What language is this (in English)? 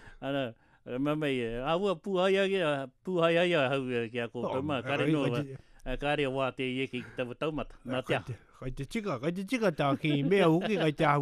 Latvian